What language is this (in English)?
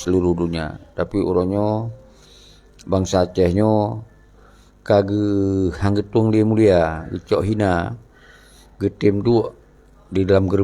Achinese